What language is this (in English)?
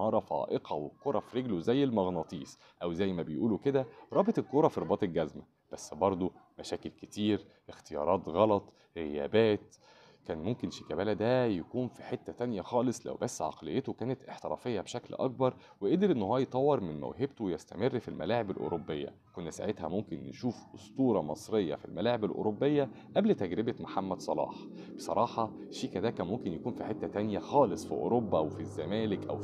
Egyptian Arabic